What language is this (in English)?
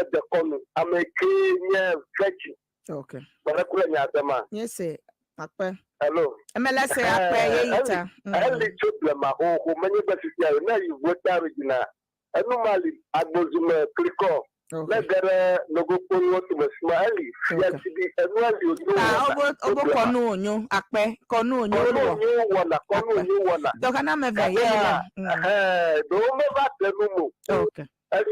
Ewe